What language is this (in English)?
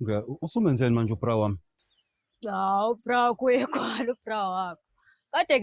Zulu